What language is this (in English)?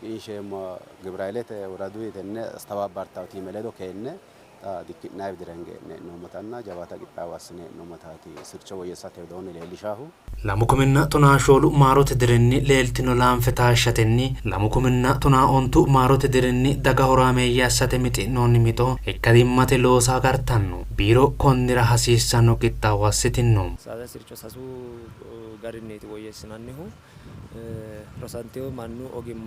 Sidamo